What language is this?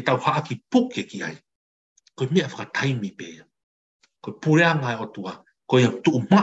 Tongan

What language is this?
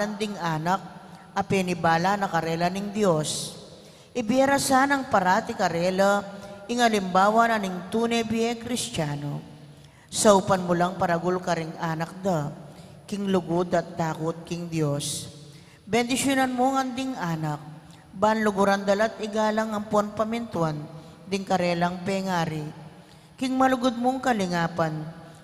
Pampanga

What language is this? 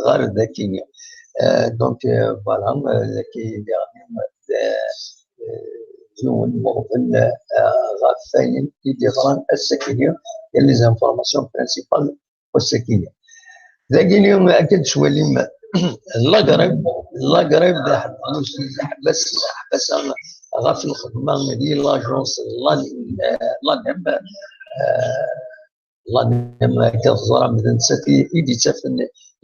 Kabyle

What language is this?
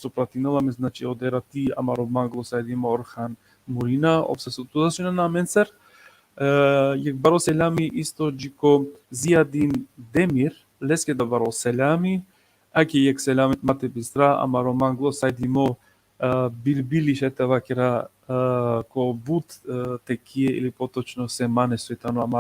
Balkan Romani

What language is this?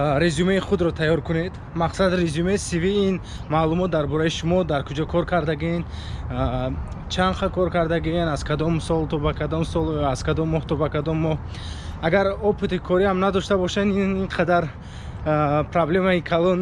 Tajik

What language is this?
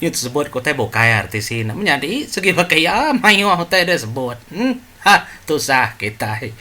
Iban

